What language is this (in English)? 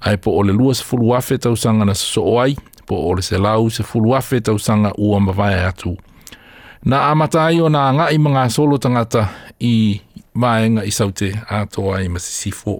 Samoan